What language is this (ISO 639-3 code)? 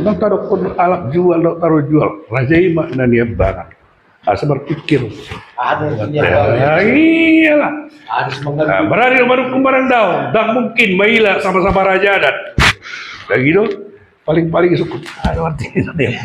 bbc